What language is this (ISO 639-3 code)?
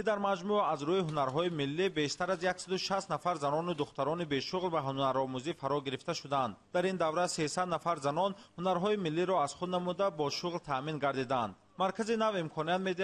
tgk